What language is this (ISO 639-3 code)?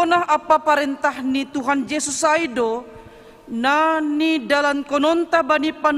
bts